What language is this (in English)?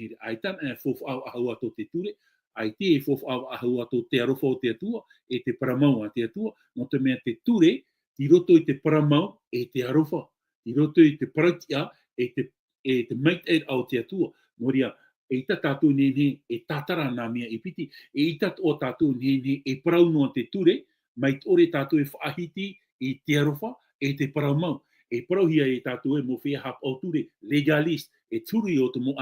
Tahitian